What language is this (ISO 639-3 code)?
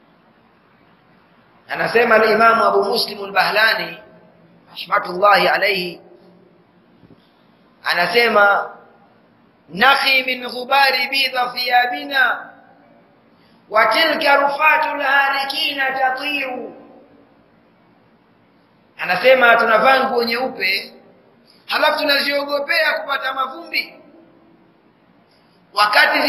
swa